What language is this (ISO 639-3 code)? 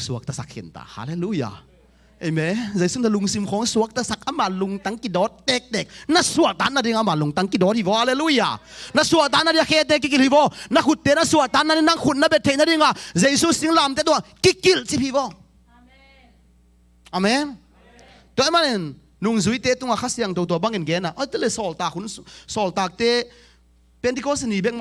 ctd